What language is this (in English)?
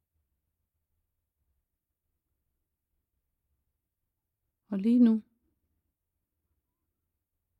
Danish